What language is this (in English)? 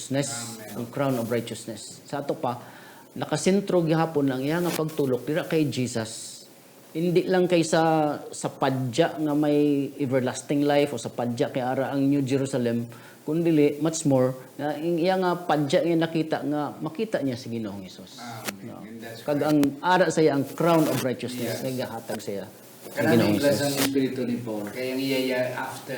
Hiligaynon